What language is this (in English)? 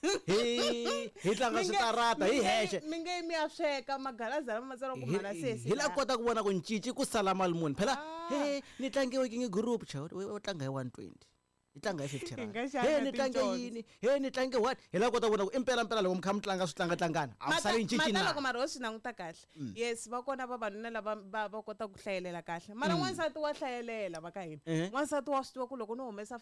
Tsonga